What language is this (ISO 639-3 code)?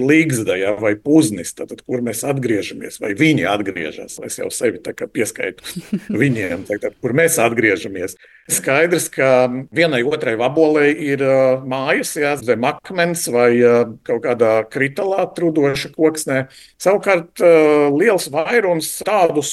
lav